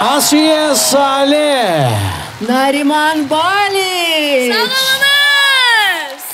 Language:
Crimean Tatar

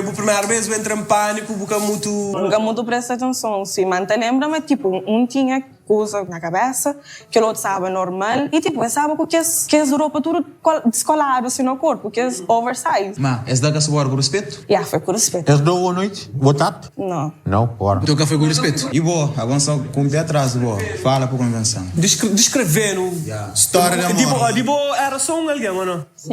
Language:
Kabuverdianu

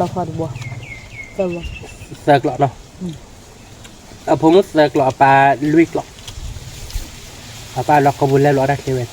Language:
S'gaw Karen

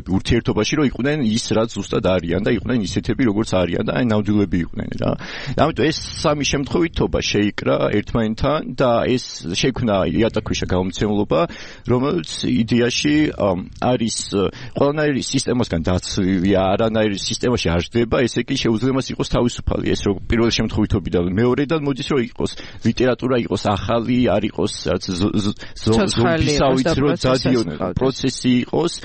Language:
Georgian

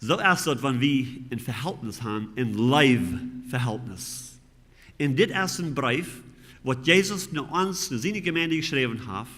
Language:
Plautdietsch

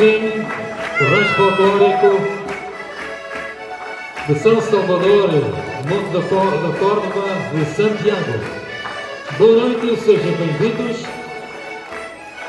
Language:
Portuguese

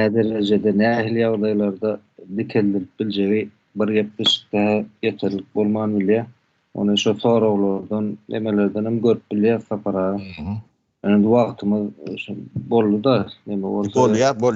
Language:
Turkmen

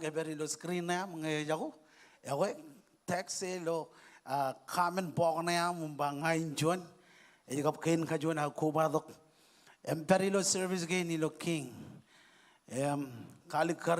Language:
Marshallese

